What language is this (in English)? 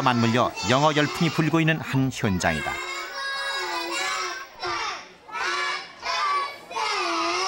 Korean